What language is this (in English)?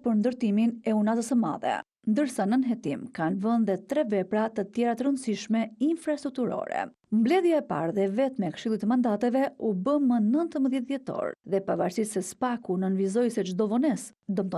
Albanian